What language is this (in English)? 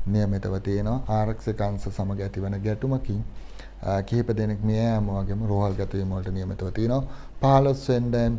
Sinhala